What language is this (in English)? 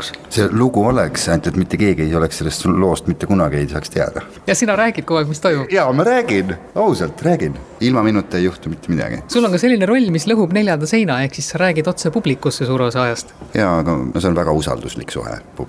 Estonian